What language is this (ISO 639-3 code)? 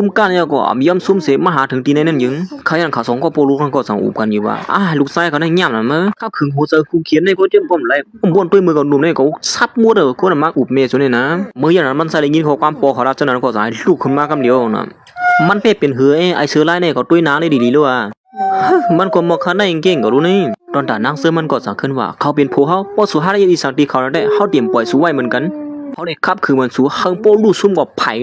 shn